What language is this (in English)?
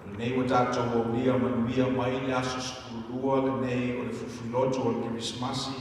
Samoan